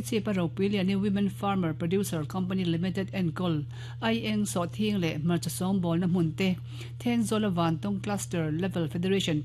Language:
Mizo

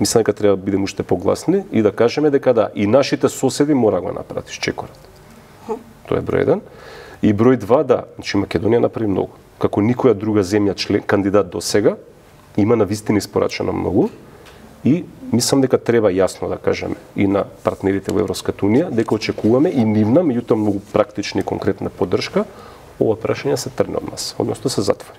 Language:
Macedonian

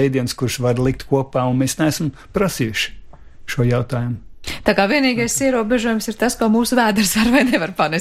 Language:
Latvian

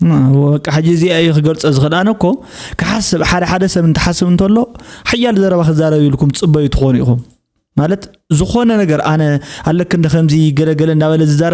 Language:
Tigrinya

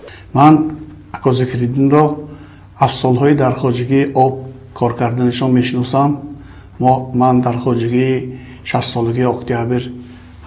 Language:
Tajik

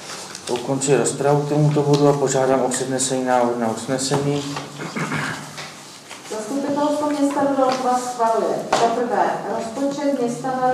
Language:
Czech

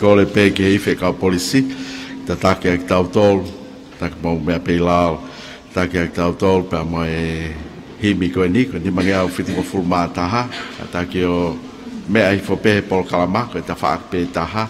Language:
Tongan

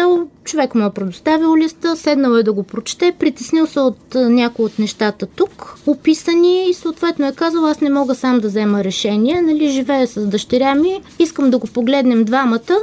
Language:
Bulgarian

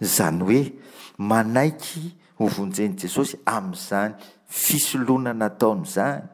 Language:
Malagasy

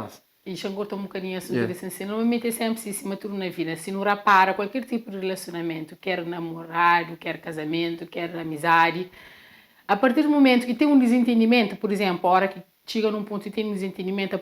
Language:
Kabuverdianu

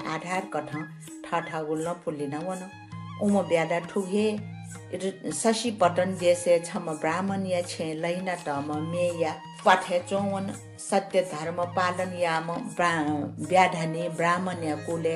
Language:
Newari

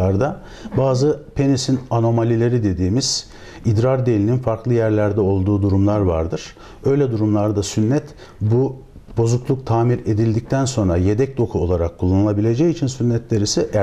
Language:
Turkish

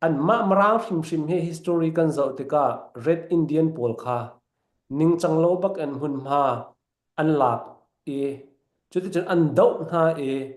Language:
Falam Chin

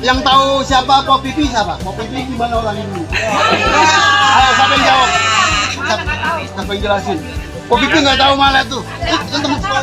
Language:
Betawi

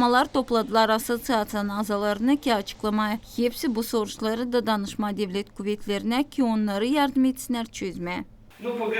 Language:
Gagauz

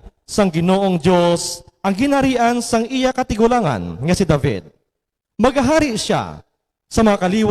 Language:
Hiligaynon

